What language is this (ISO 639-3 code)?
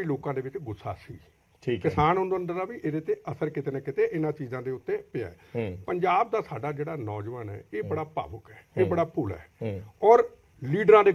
pan